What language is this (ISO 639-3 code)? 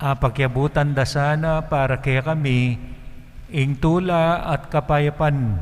pam